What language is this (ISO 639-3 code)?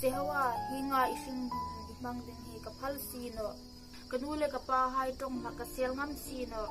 hmr